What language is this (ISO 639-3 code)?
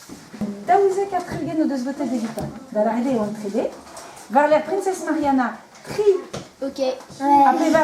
bre